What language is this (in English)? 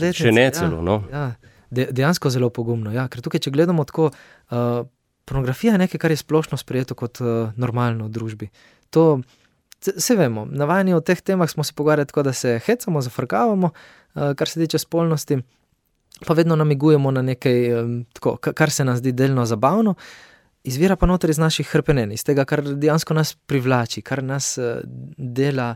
Slovenian